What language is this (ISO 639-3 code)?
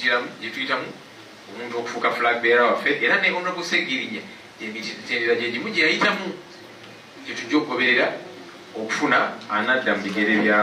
lug